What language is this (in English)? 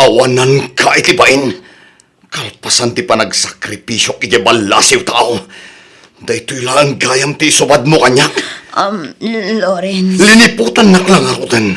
Iloko